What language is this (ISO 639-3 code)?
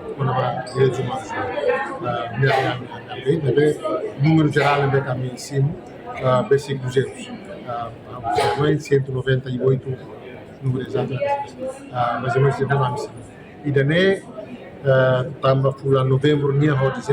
tet